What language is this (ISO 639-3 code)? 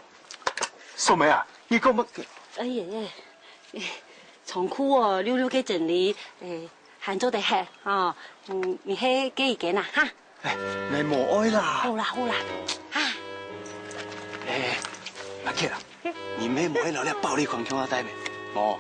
hak